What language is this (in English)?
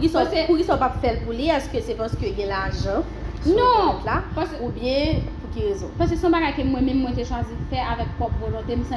Haitian Creole